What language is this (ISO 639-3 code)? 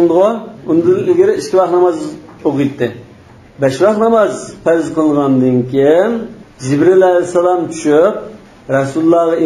uig